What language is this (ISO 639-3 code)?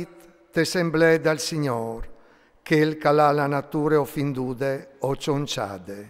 fur